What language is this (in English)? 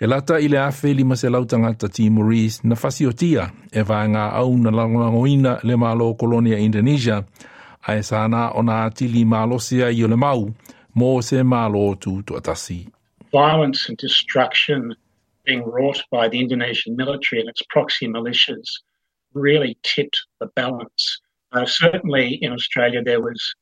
Samoan